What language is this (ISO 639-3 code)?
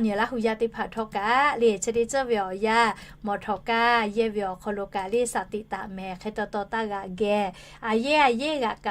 lhu